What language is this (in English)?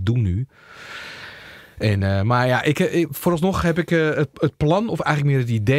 Dutch